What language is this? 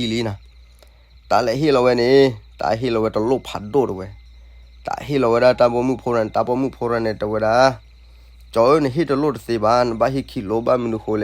S'gaw Karen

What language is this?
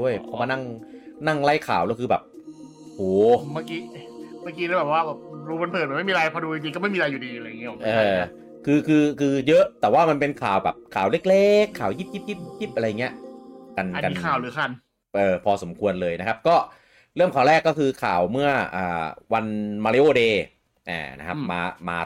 Thai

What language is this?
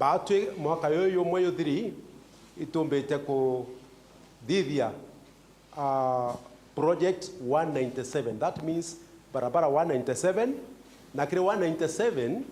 Meru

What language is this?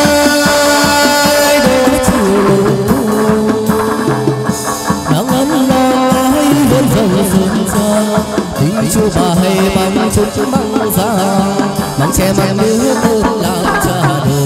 Vietnamese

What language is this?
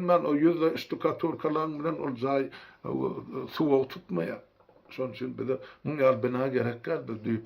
Turkmen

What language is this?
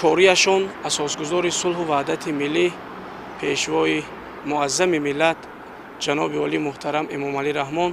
Tajik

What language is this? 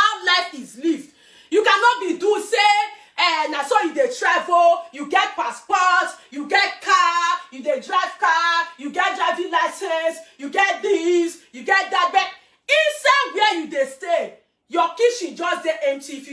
Nigerian Pidgin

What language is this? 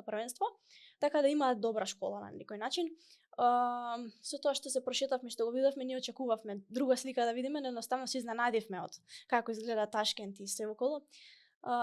Macedonian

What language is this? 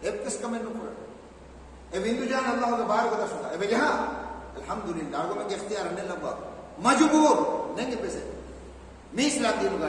Divehi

